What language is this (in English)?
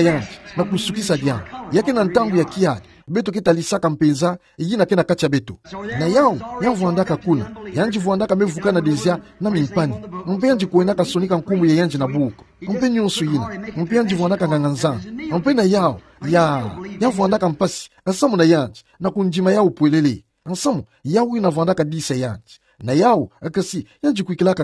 Kituba (Democratic Republic of Congo)